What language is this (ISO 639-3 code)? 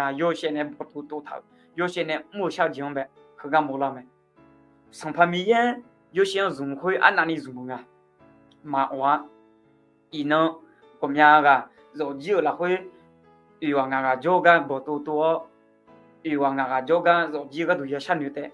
ahk